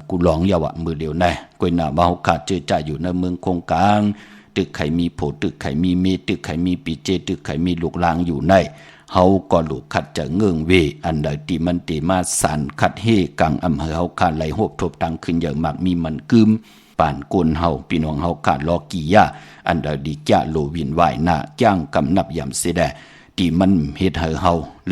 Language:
Shan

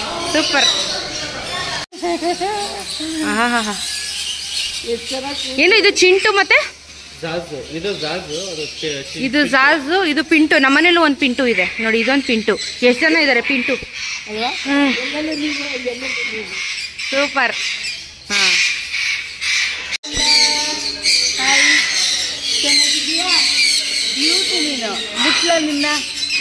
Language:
Kannada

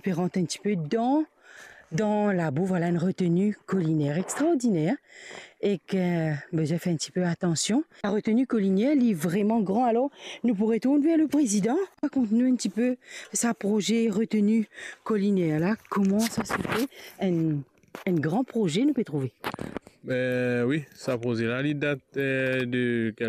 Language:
Morisyen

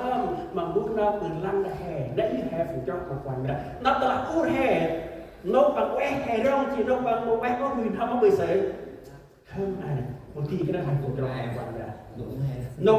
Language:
Central Mnong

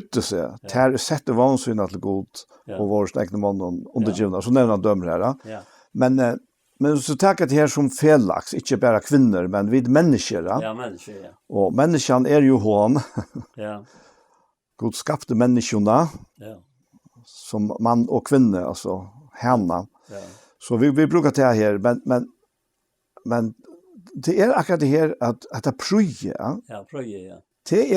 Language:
Faroese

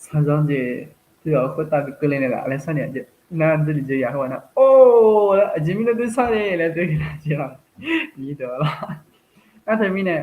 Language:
Akha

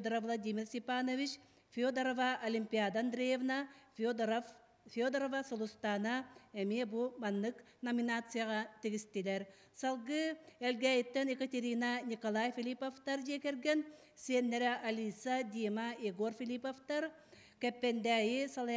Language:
Yakut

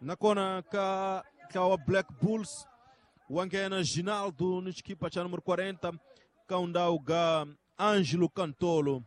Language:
Tsonga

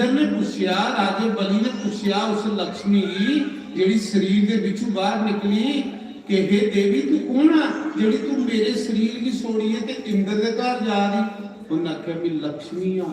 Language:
Dogri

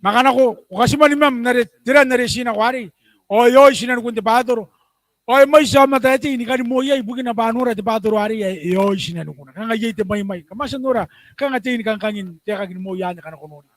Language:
Gilbertese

